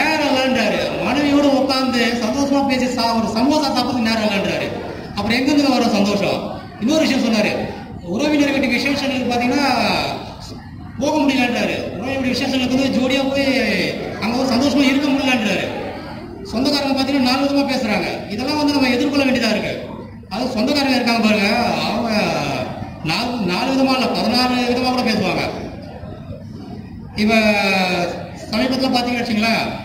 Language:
Tamil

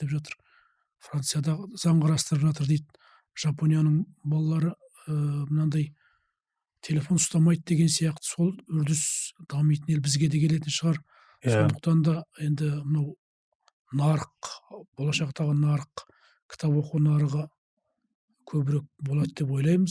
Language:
Kazakh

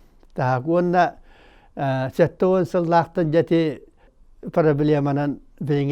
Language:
Yakut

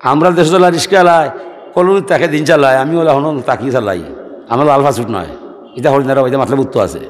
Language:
Sylheti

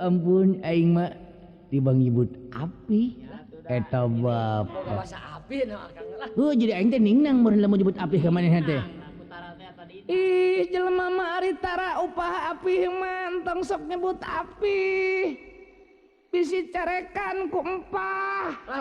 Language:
Sundanese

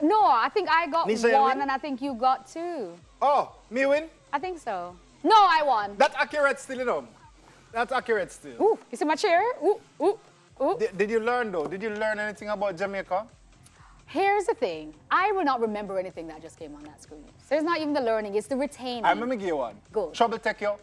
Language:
Jamaican Creole English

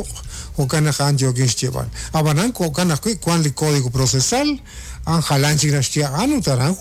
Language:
Kekchí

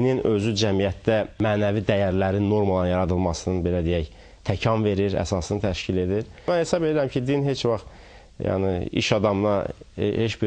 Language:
Azerbaijani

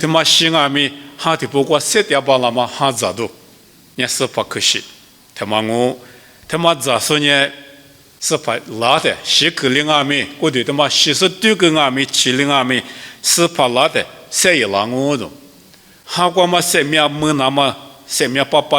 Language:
Lisu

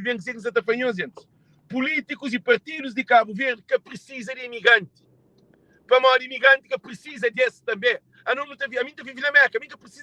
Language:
Kabuverdianu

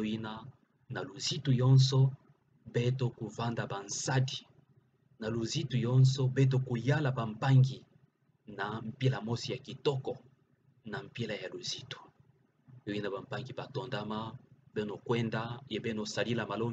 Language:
Kituba (Democratic Republic of Congo)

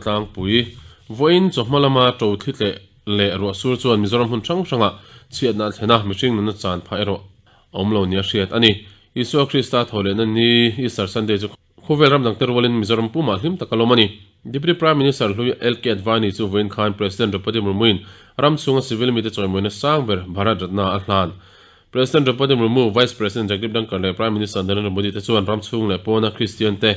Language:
Mizo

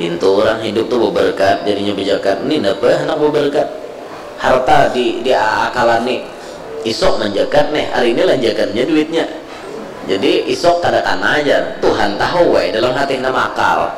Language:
Banjar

